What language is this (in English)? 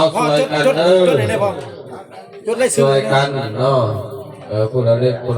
Northeastern Thai